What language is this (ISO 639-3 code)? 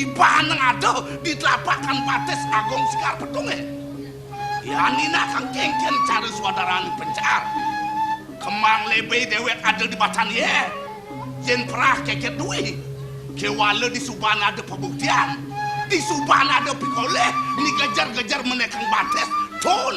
ban